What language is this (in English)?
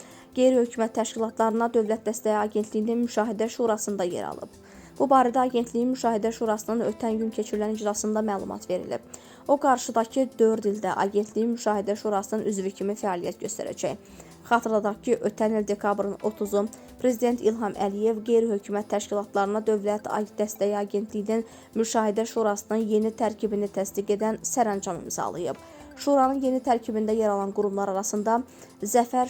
Azerbaijani